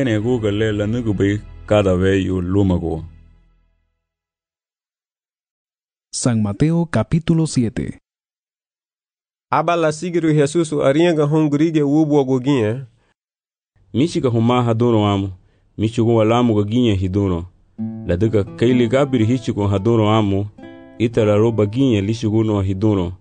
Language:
Garifuna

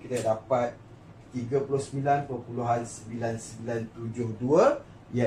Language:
Malay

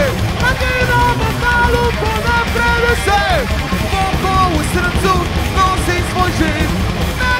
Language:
Serbian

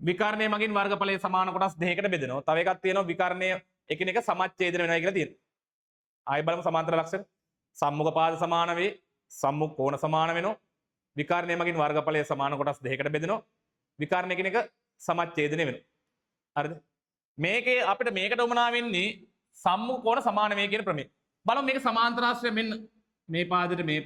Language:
Sinhala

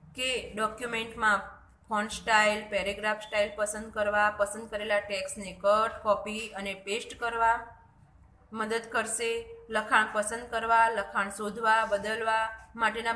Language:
Gujarati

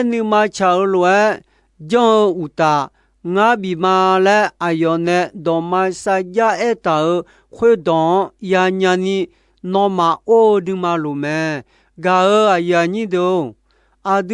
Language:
Akha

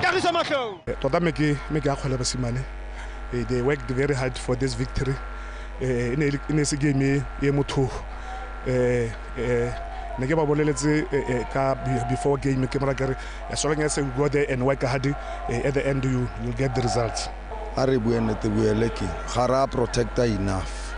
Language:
Tswana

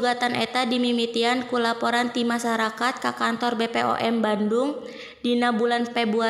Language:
Sundanese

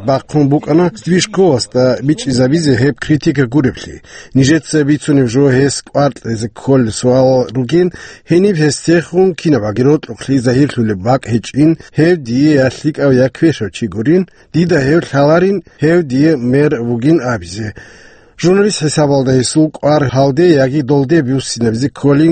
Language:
Avaric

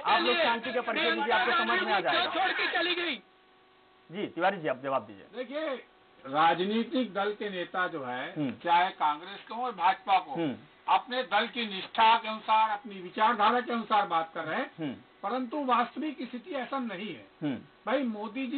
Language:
Hindi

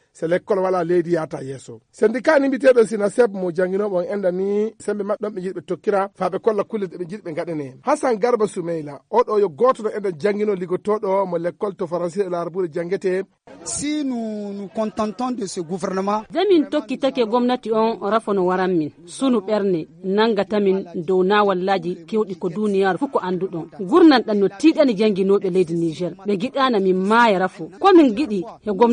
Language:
Fula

